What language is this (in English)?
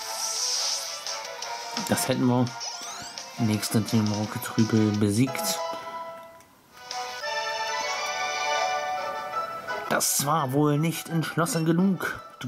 German